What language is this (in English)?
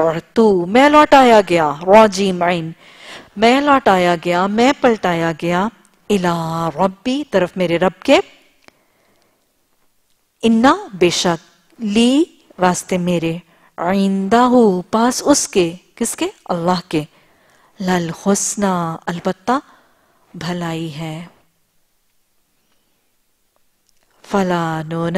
Urdu